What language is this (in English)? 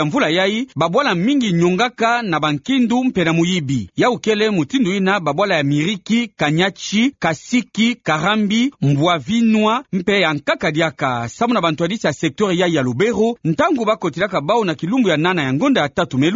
Kituba (Democratic Republic of Congo)